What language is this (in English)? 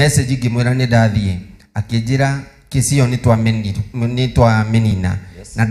Kikuyu